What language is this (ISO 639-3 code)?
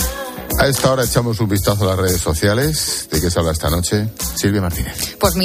spa